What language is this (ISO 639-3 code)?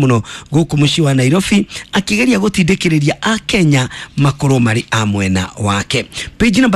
kik